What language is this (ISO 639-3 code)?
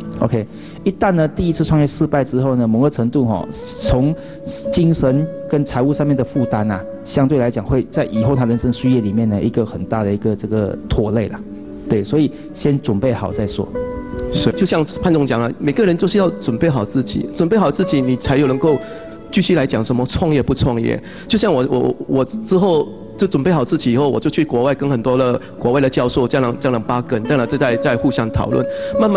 zho